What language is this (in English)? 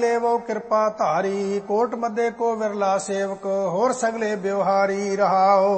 Punjabi